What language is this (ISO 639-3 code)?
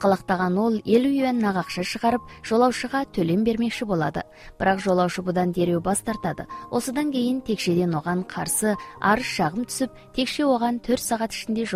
kaz